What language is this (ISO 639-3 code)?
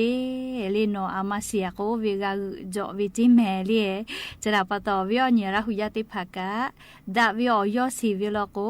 lhu